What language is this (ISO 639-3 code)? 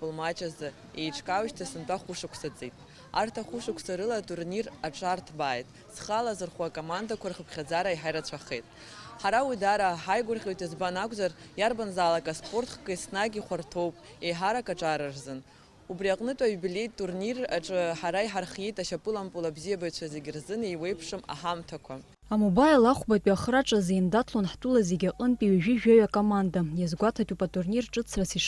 abk